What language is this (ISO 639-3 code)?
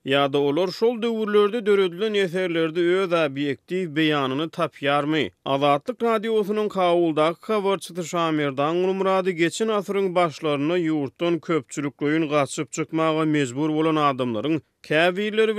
tuk